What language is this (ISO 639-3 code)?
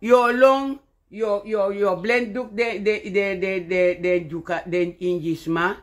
srn